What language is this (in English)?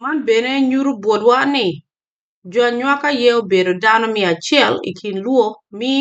Acoli